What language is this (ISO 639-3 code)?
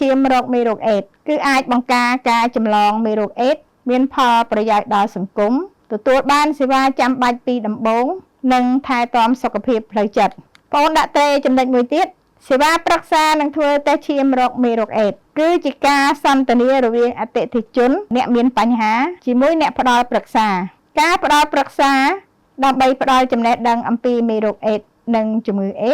khm